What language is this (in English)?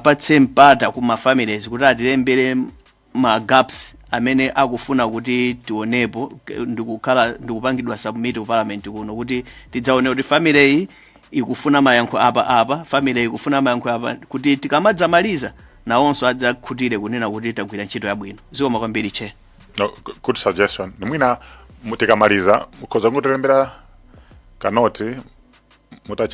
Nyanja